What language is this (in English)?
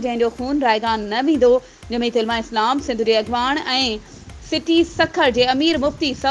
Sindhi